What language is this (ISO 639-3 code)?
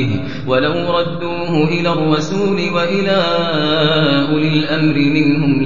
ara